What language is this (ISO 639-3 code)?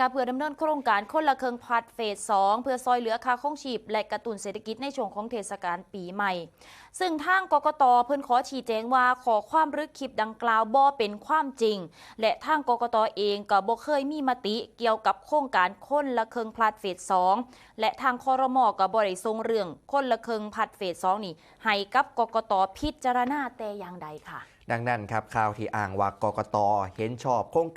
tts